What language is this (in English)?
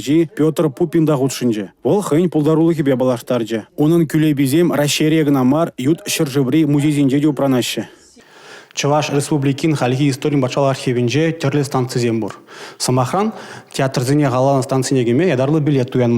Chuvash